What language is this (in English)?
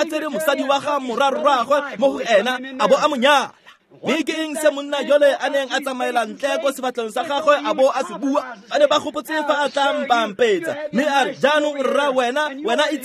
Tswana